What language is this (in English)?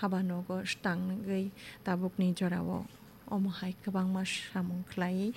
Kok Borok